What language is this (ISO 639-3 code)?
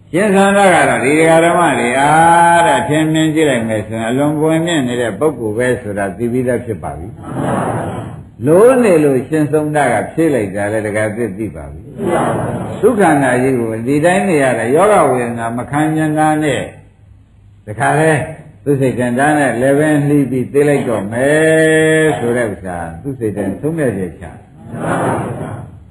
mya